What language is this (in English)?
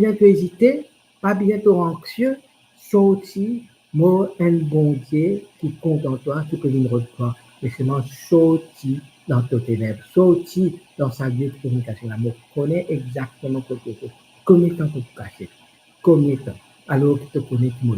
Morisyen